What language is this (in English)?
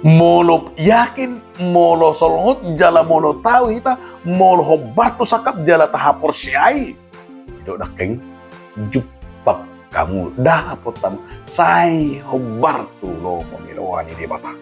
Batak Toba